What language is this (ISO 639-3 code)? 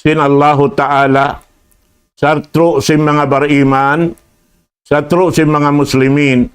tsg